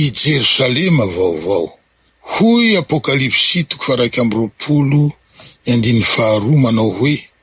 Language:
Malagasy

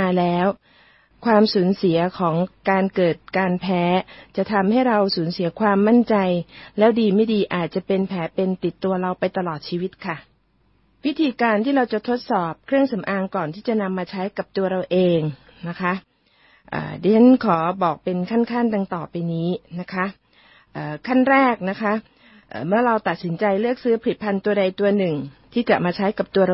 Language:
Thai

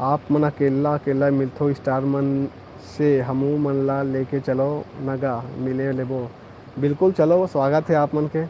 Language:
Chhattisgarhi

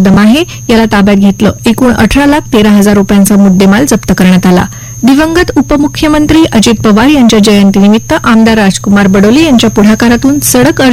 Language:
Marathi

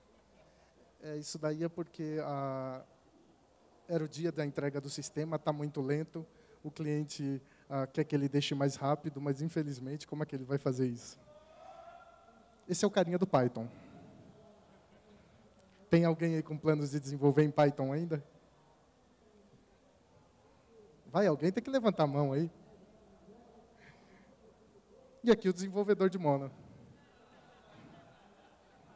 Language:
Portuguese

